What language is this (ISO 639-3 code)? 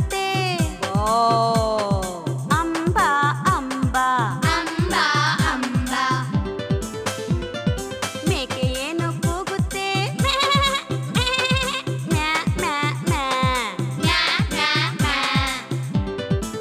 kan